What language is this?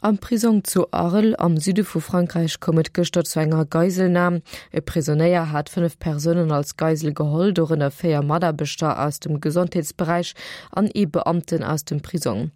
Luxembourgish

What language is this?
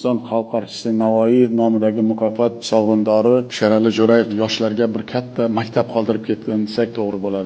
Uzbek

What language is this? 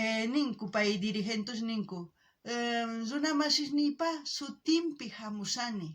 South Bolivian Quechua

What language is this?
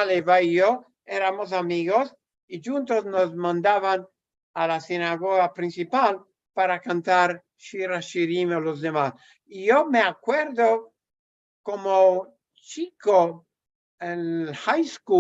Ladino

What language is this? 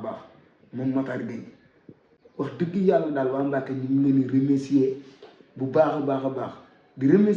Wolof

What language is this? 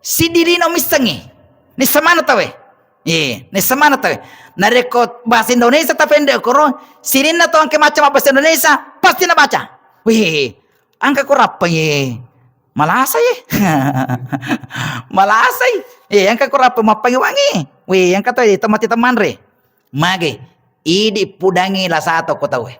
Buginese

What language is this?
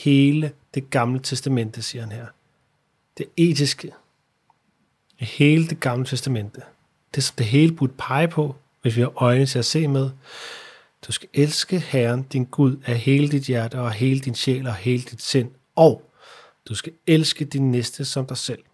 Danish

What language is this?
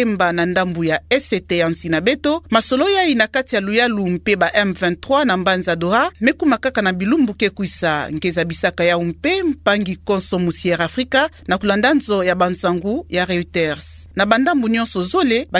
Kituba (Democratic Republic of Congo)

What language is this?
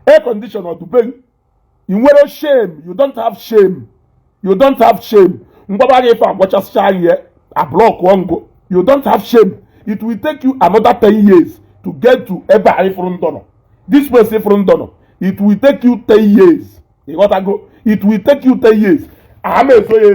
Igbo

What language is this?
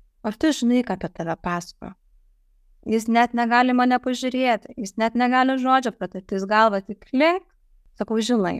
Lithuanian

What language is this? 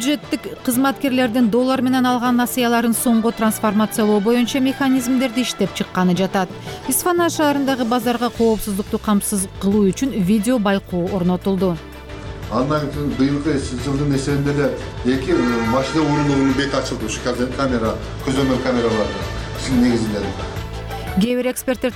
Kyrgyz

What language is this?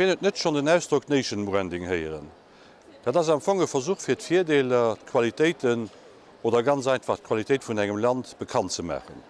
Luxembourgish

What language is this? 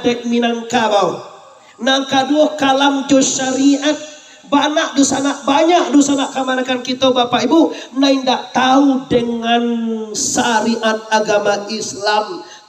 Minangkabau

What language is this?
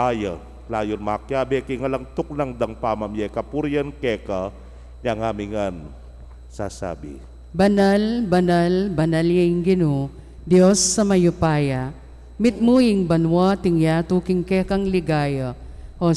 Pampanga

